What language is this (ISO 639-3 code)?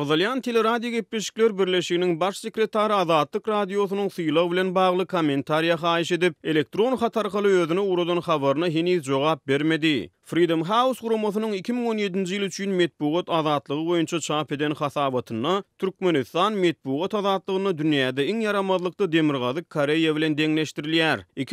tuk